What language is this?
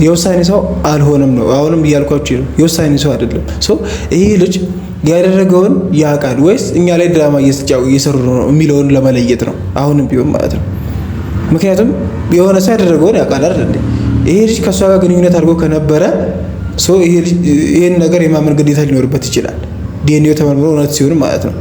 Amharic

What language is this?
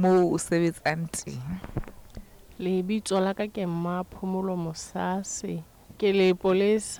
Southern Sotho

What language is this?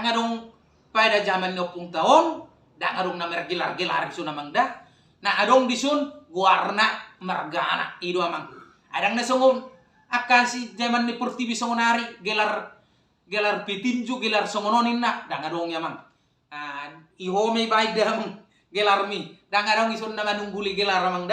Batak Toba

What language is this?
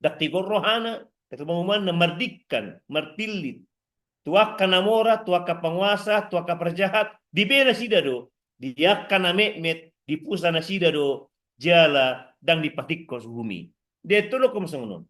Batak Toba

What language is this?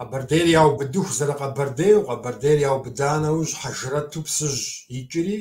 Kabardian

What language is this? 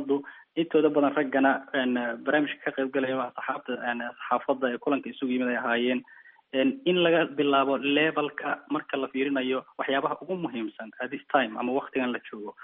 Somali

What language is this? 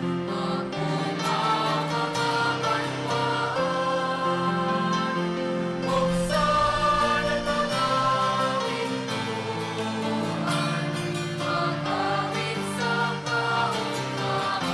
Bikol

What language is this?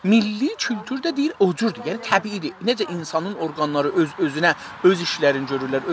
South Azerbaijani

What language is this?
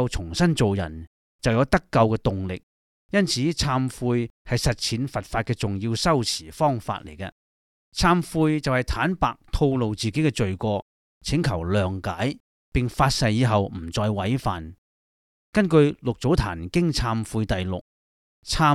Cantonese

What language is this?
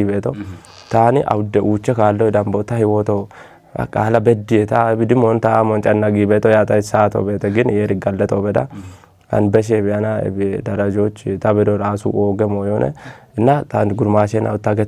Kafa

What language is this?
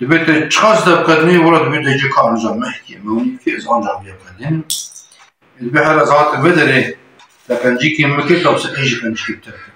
Kurdish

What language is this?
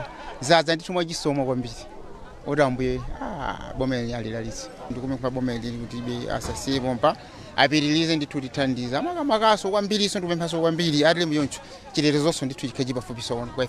Nyanja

